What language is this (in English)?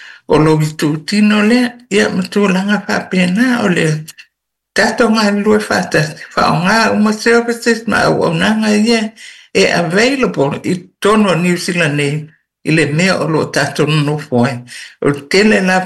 Samoan